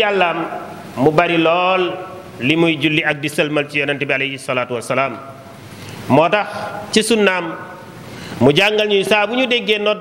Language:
Wolof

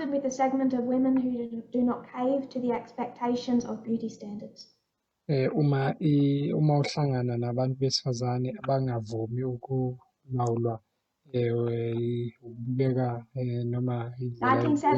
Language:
Zulu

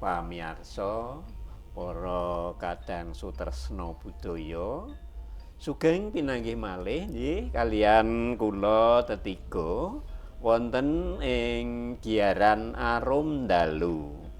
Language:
Javanese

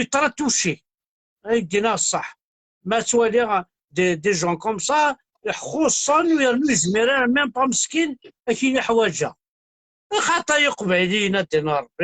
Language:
Kabyle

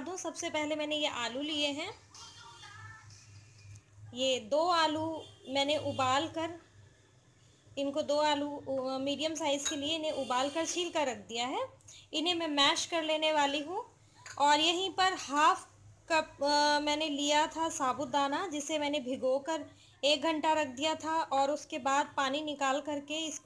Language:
Hindi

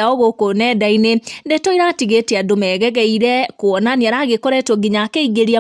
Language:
Kikuyu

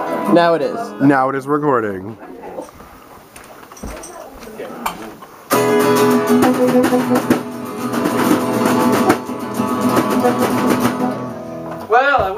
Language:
English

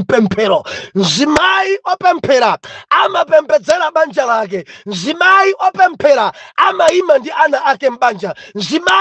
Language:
Nyanja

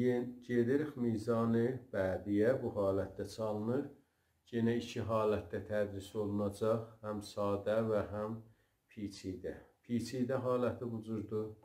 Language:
South Azerbaijani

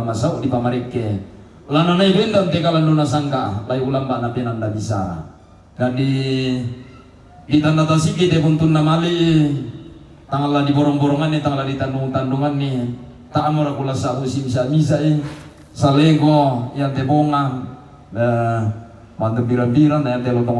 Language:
Toraja-Sa'dan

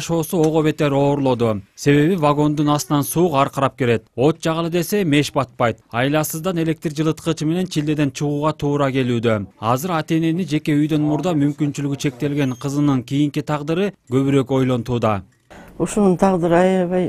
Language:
Kyrgyz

